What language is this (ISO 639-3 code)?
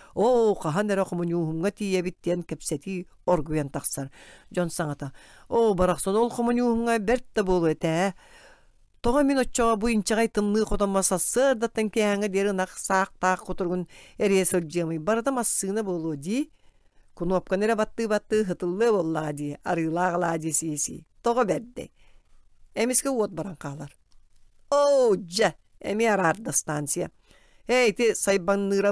sah